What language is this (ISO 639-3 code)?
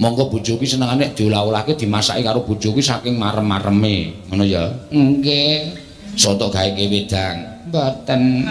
jav